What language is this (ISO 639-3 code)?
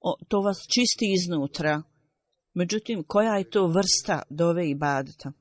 bos